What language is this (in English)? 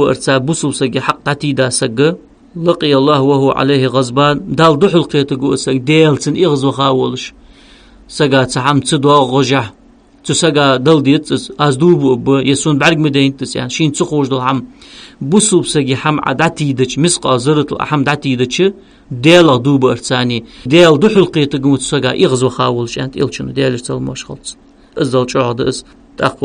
Ingush